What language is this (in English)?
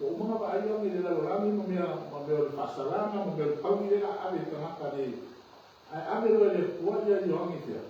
Samoan